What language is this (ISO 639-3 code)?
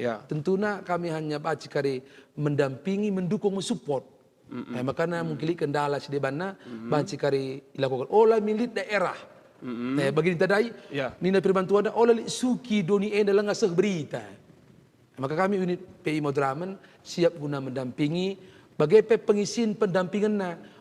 btx